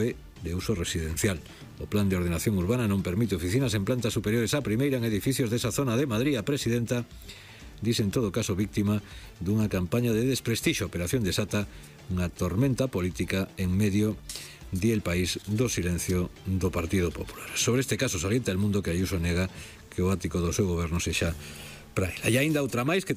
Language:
Galician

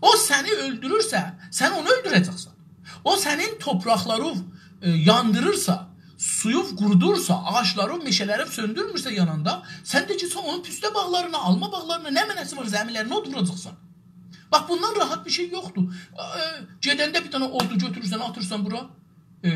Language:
South Azerbaijani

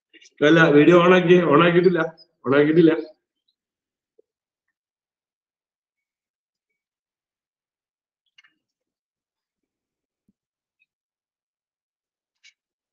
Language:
Malayalam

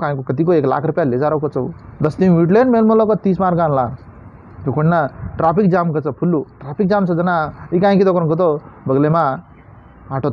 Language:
Lambadi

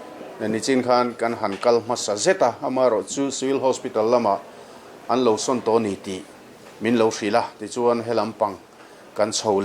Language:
Mizo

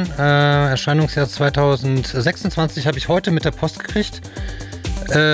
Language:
German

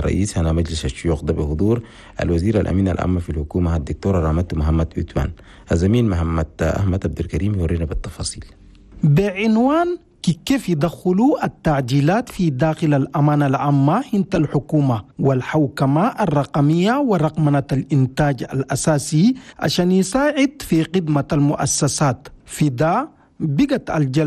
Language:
Chadian Arabic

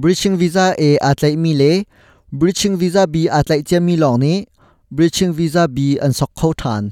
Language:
Hakha Chin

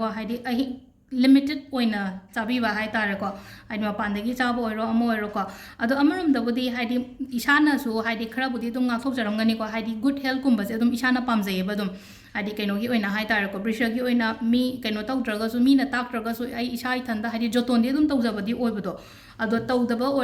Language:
Manipuri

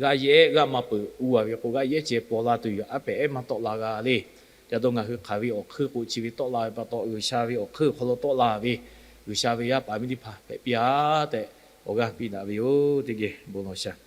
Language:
Lahu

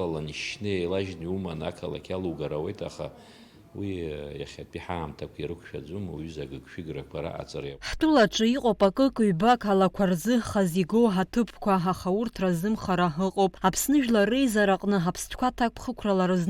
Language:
Abkhazian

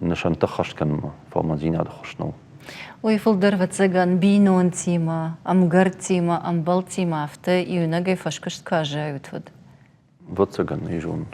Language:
Ossetic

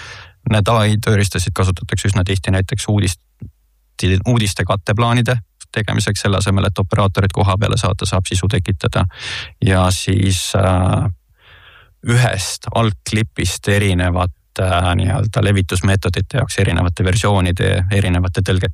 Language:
Estonian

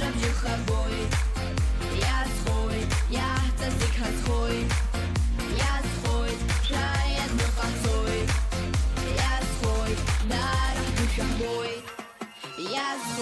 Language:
Abkhazian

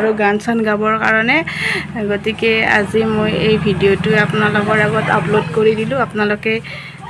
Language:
Assamese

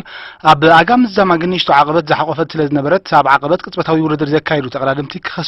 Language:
Tigrinya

